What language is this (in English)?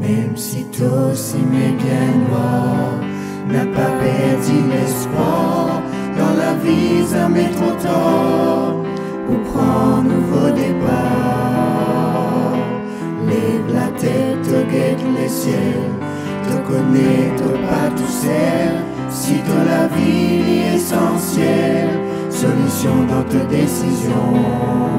Morisyen